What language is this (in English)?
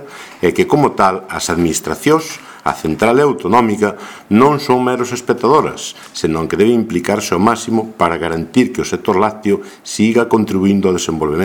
Galician